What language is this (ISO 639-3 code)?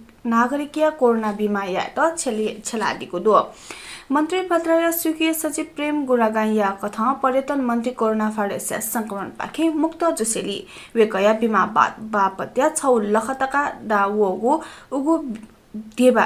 new